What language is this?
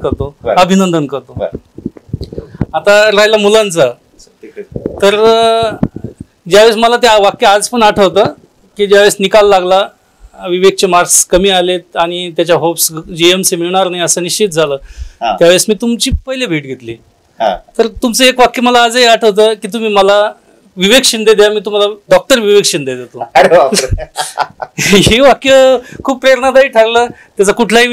Marathi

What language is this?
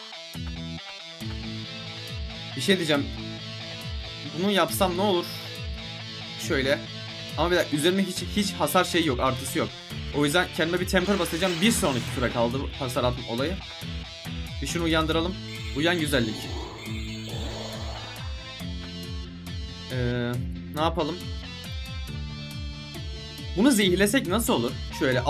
Turkish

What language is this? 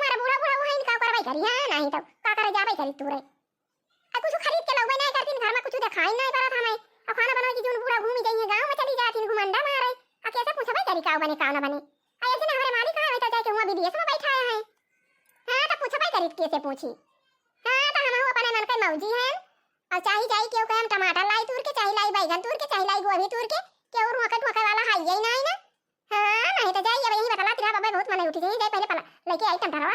Awadhi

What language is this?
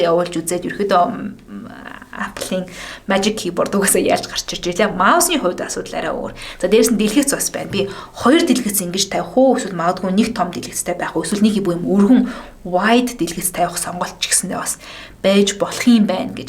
Mongolian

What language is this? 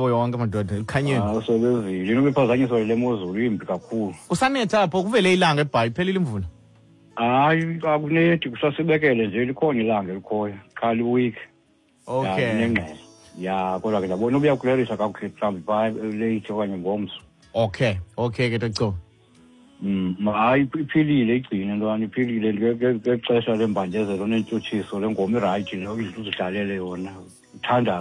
Xhosa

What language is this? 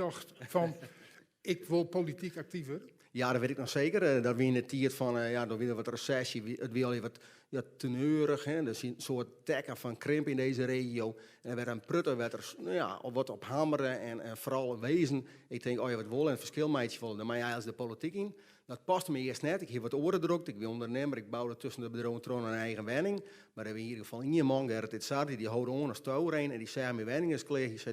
Western Frisian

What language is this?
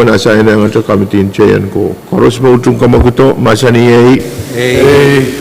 Pohnpeian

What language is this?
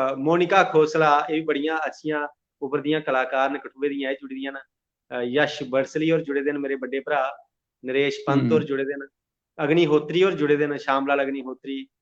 Dogri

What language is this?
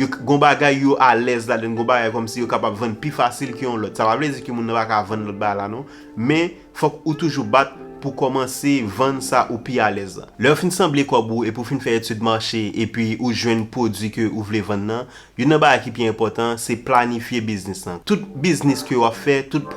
Haitian Creole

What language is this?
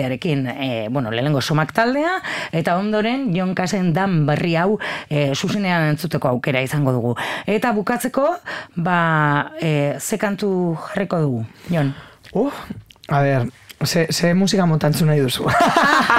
Basque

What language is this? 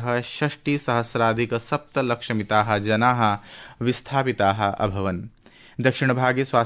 Sanskrit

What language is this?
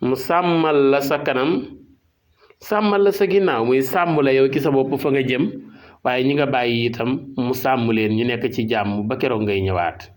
Wolof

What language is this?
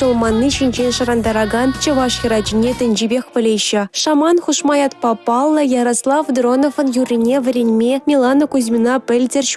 Chuvash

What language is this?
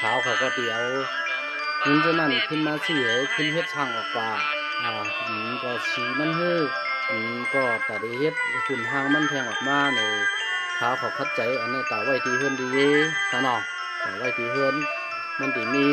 Shan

